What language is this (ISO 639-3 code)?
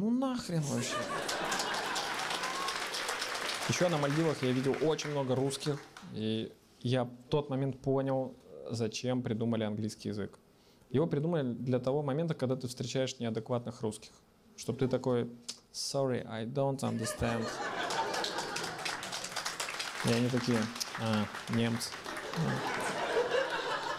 rus